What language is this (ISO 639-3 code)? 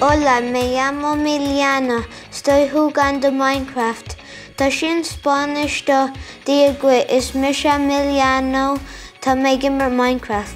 gle